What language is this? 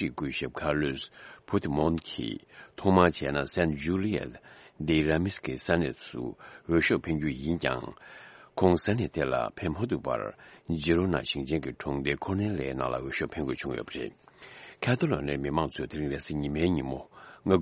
Tibetan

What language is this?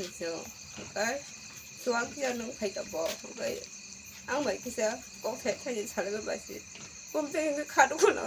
Kok Borok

